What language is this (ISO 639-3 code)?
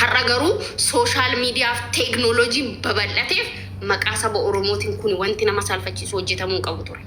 orm